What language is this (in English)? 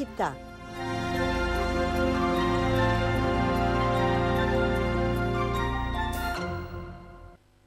Italian